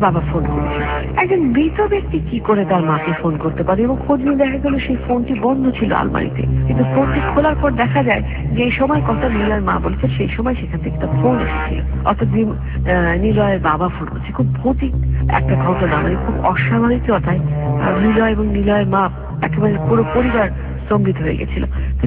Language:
Bangla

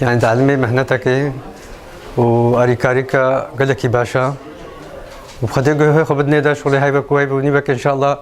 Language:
Kurdish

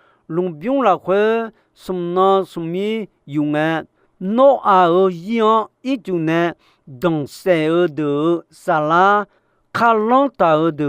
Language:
Akha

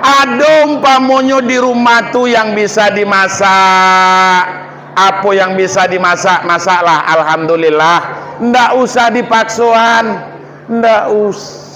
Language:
Minangkabau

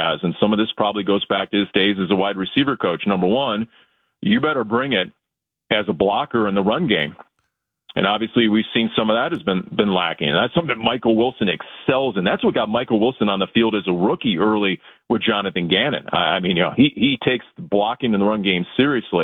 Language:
English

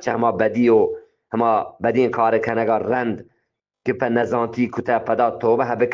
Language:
Eastern Balochi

